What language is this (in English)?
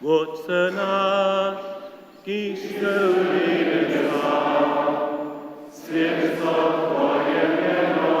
Upper Sorbian